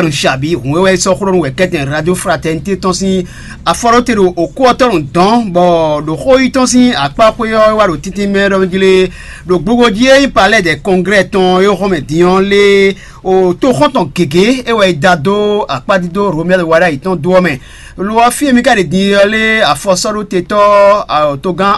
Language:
Fon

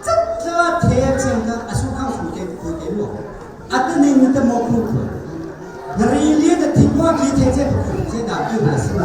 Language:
Hakha Chin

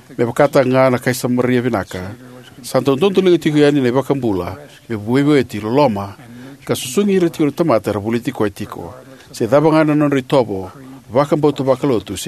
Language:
Fijian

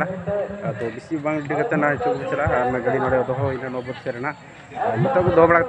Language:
Santali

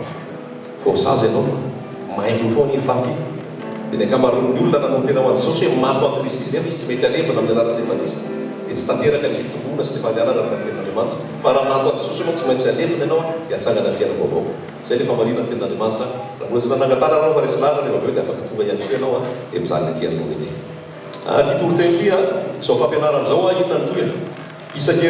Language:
Malagasy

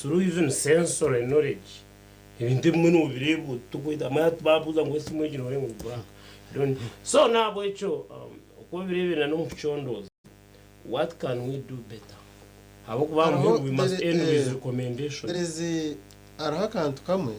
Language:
Nyankole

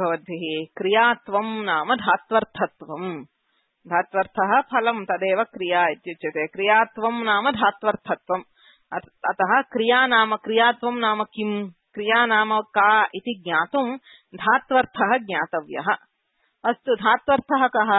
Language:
Sanskrit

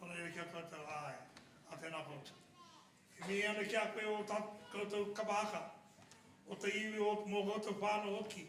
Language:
Māori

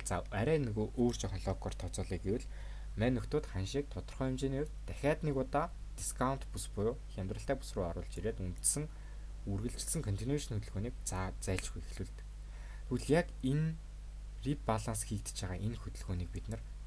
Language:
Mongolian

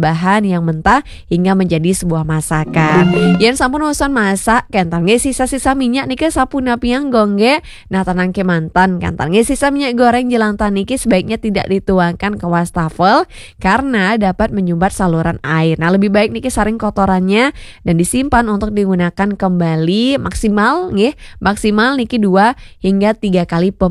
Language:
Balinese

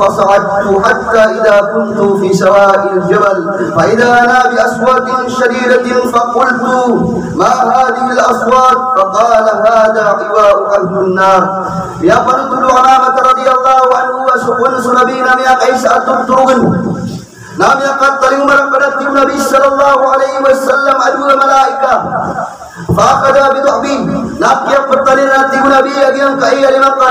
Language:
Maranao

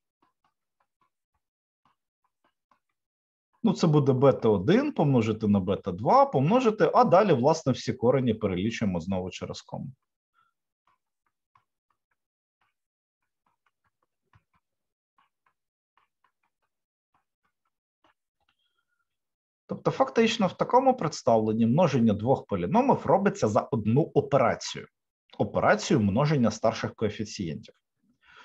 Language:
Ukrainian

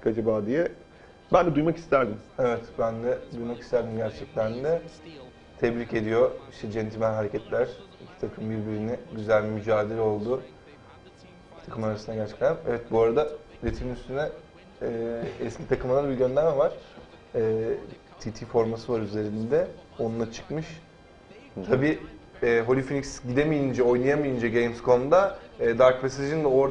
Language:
Turkish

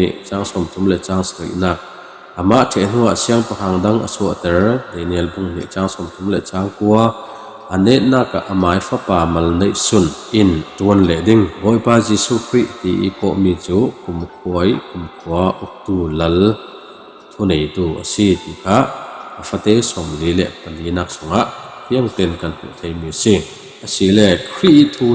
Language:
Falam Chin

